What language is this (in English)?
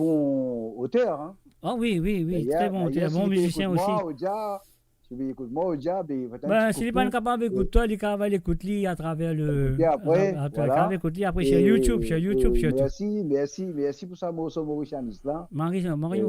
Morisyen